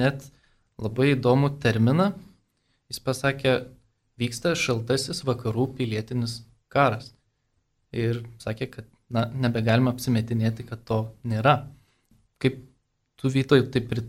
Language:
Lithuanian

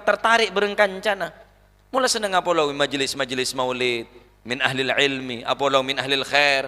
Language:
Madurese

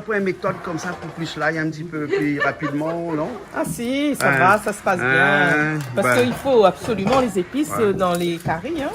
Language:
Réunion Creole French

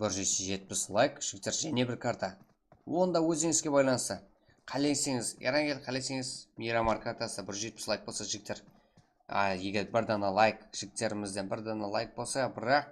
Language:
Kara-Kalpak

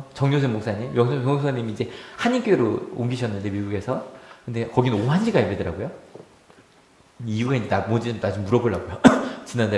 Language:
Korean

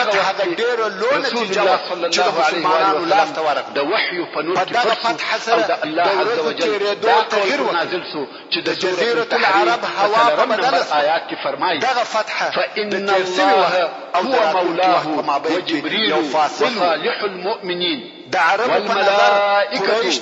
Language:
Pashto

